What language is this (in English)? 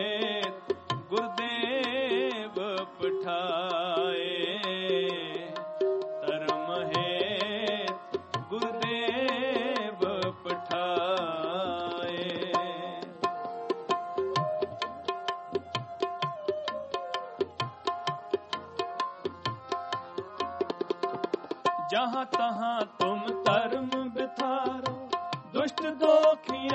Punjabi